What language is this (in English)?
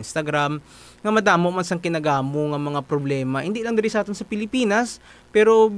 Hiligaynon